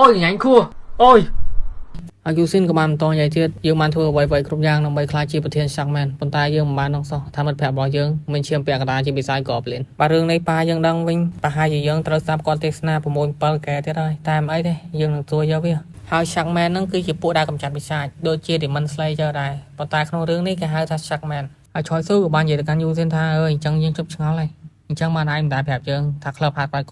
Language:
Khmer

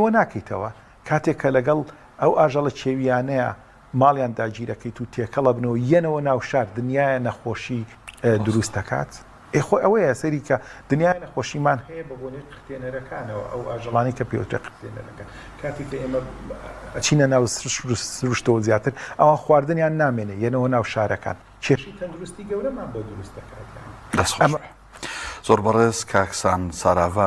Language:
Central Kurdish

